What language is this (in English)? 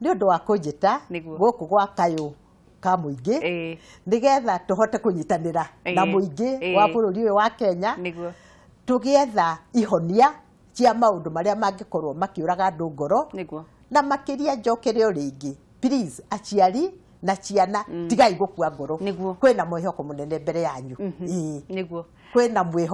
Kikuyu